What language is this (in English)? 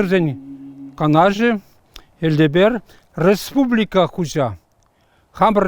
Chuvash